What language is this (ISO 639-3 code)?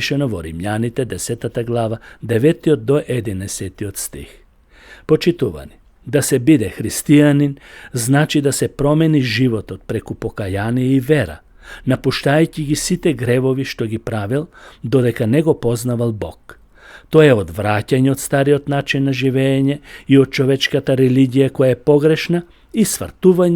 mkd